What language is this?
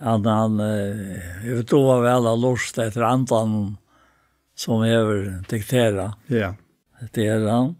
Faroese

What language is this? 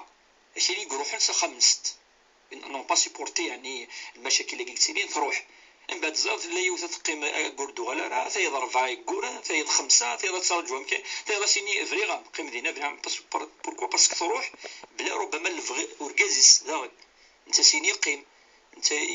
Kabyle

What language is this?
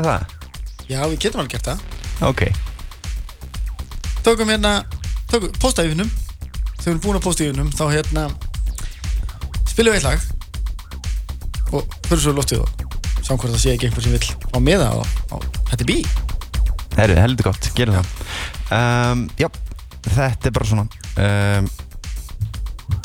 Icelandic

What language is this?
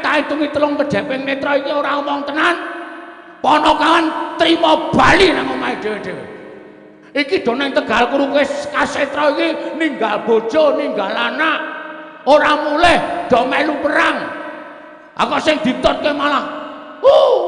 Javanese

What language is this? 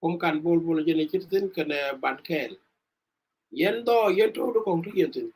Nuer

